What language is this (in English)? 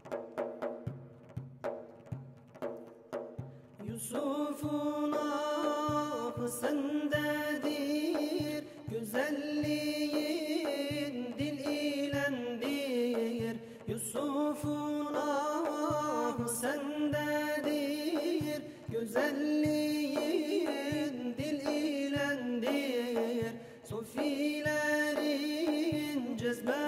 Turkish